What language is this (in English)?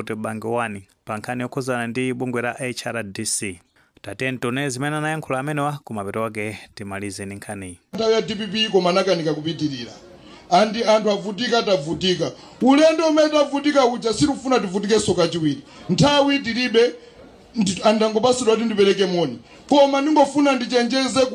Nyanja